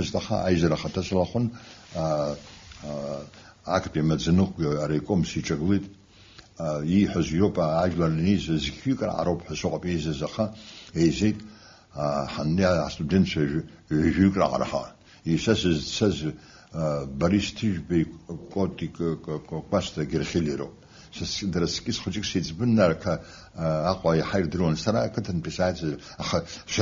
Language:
Abkhazian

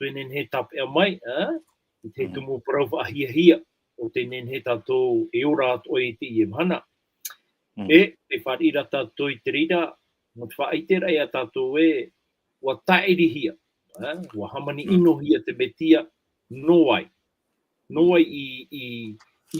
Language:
Tahitian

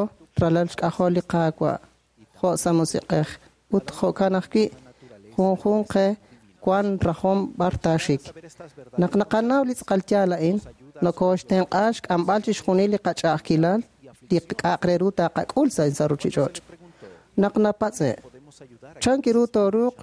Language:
Kekchí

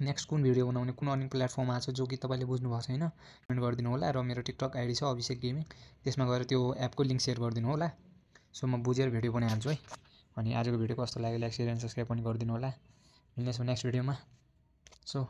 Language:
Nepali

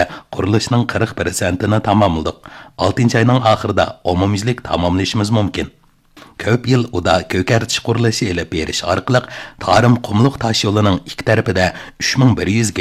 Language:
Uyghur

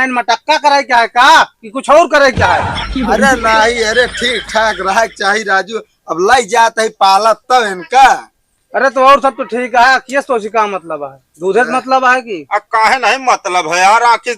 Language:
Awadhi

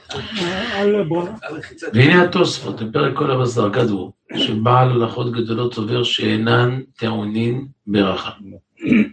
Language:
Hebrew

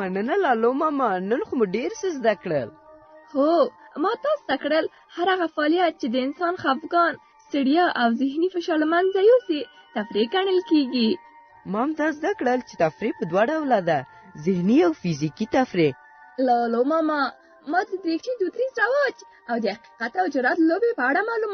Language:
Pashto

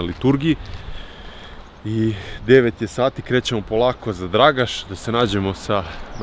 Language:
Serbian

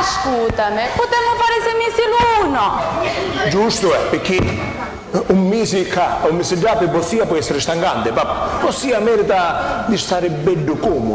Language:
Sicilian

